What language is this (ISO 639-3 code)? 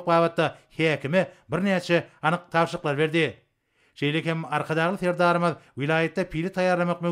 tuk